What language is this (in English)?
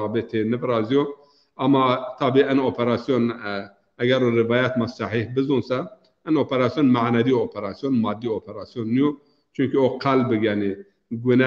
Zaza